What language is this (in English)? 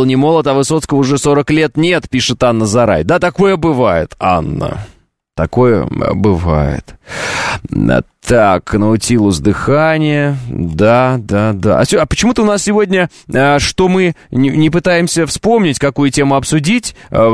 Russian